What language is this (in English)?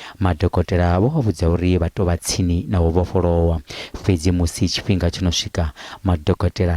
Venda